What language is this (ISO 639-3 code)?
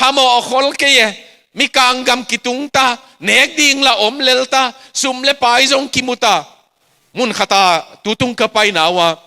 ctd